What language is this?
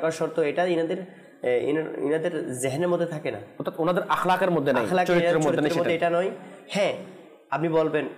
Bangla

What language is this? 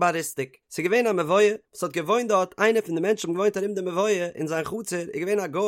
Yiddish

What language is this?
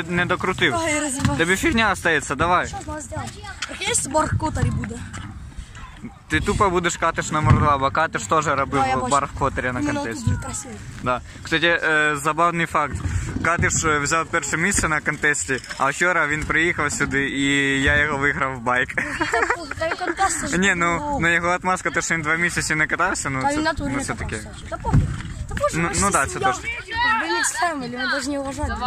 Ukrainian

